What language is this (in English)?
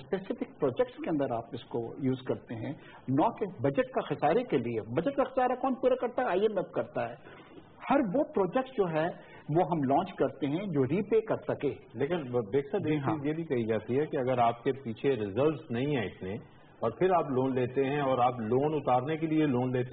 Urdu